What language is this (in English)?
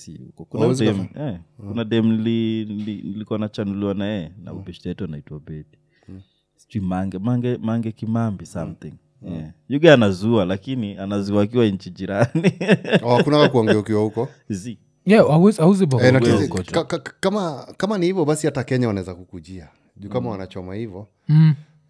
Swahili